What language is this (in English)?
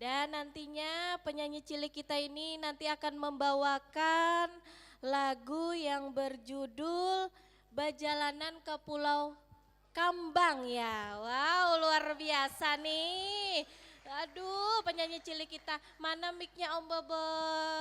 Banjar